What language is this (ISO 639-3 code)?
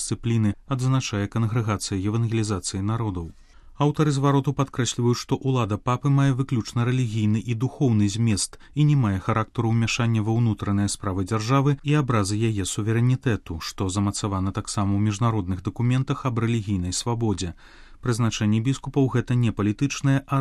bel